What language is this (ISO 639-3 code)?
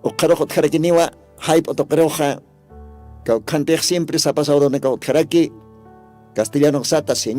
aym